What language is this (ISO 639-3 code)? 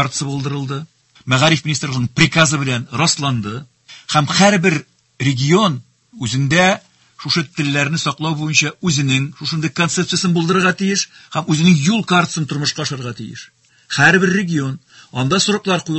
tat